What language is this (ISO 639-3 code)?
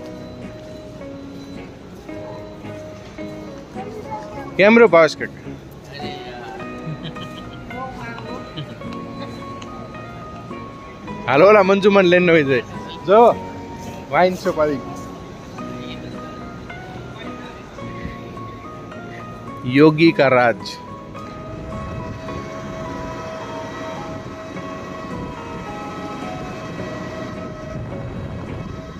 guj